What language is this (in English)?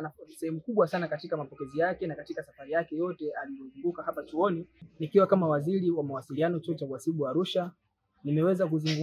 Swahili